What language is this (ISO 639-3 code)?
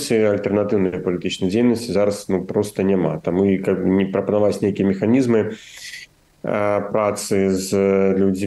bel